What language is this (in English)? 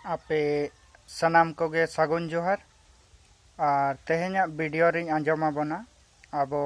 Santali